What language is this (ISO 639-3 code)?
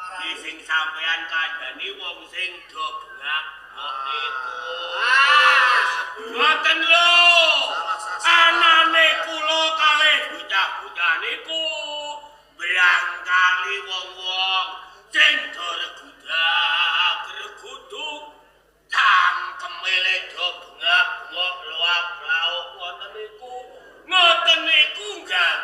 jav